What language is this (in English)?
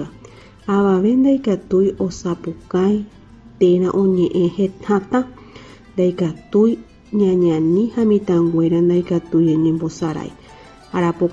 Guarani